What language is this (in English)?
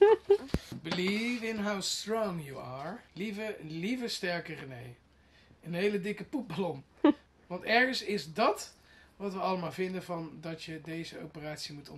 Dutch